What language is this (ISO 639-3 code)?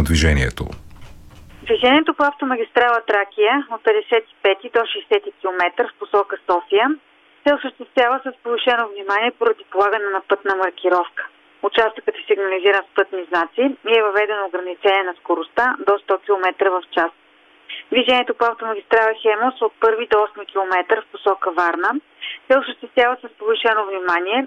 bul